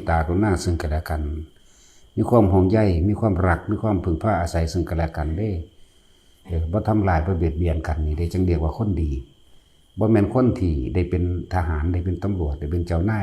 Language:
Northeastern Thai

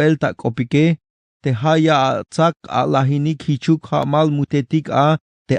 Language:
Tzeltal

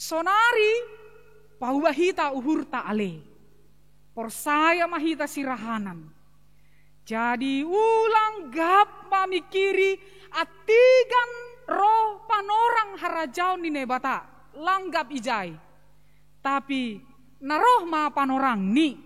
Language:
Batak Simalungun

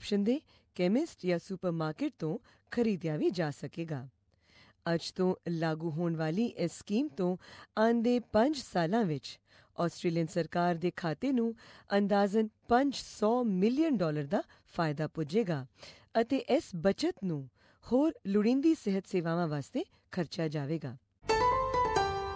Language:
Punjabi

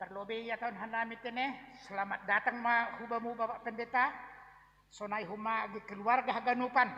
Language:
Batak Simalungun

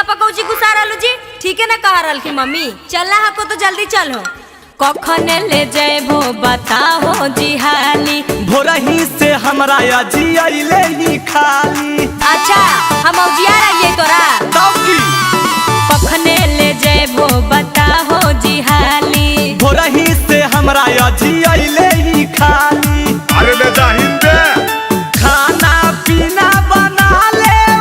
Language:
Magahi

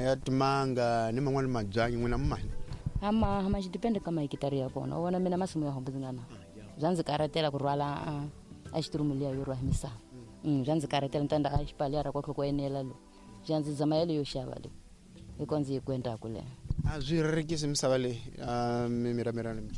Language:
Tsonga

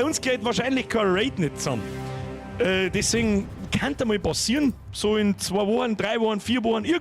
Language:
Bavarian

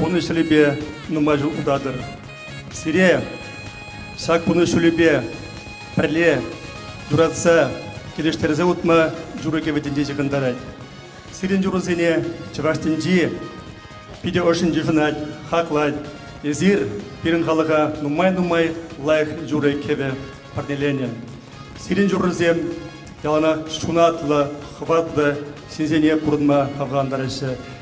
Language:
Chuvash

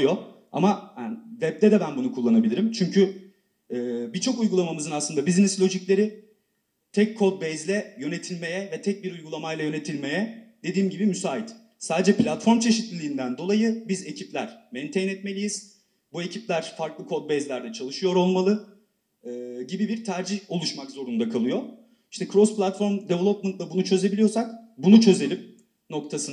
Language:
Turkish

